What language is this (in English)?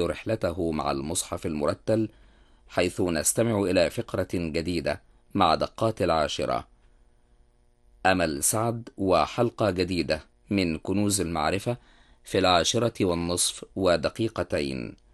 Arabic